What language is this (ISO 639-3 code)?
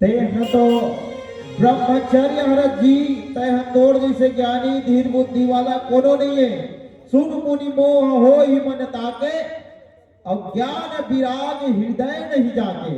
hne